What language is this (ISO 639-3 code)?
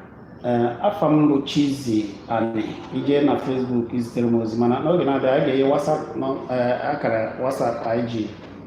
ibo